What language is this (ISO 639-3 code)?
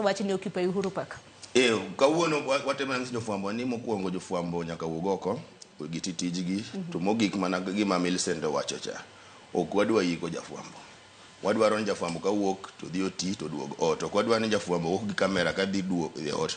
luo